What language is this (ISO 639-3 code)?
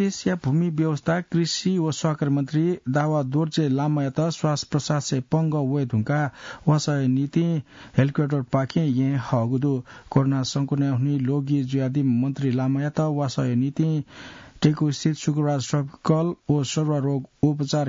new